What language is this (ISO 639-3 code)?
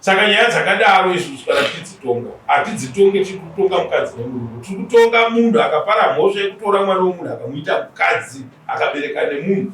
sna